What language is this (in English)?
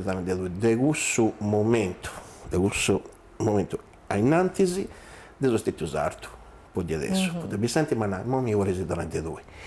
Sardinian